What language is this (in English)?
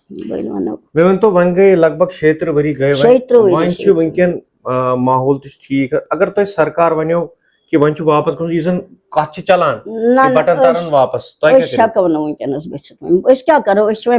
Kashmiri